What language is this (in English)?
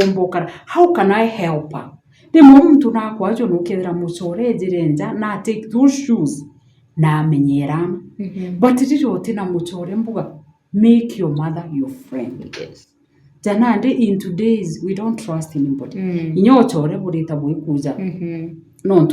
Meru